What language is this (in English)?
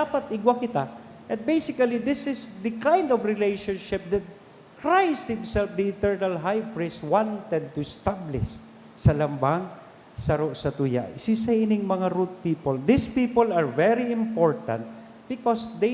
Bikol